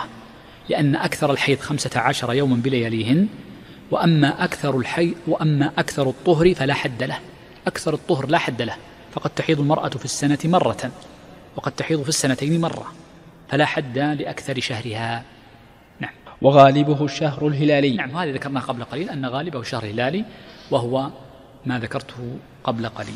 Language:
Arabic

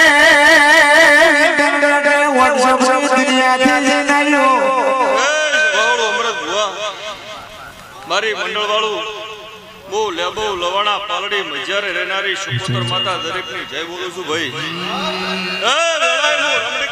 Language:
Gujarati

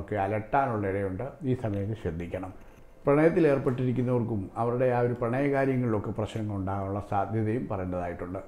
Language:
Malayalam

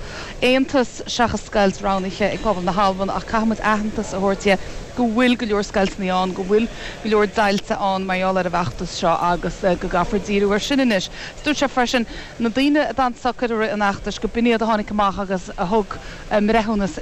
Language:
Irish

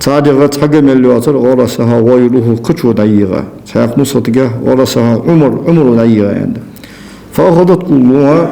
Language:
Ingush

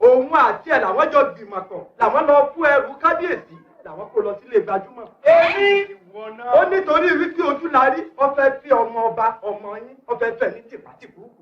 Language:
Yoruba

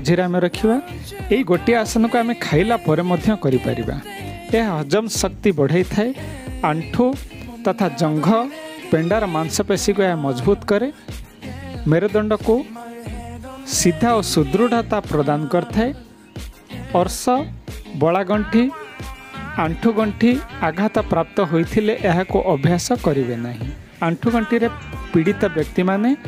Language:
Odia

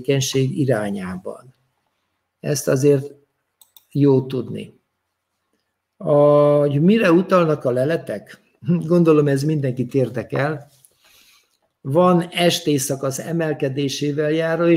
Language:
Hungarian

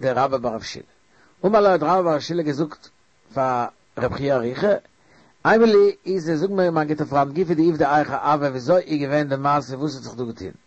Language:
Yiddish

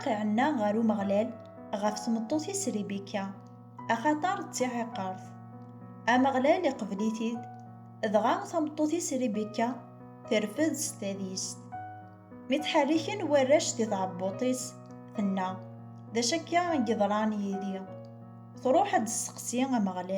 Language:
Kabyle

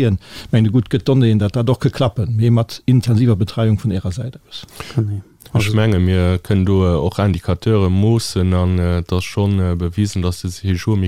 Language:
Luxembourgish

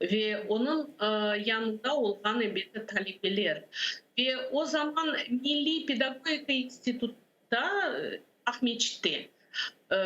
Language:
Crimean Tatar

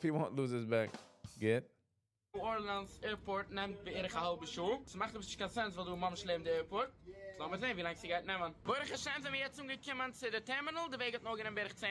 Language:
Yiddish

